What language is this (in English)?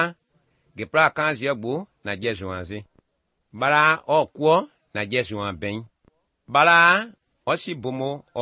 Slovenian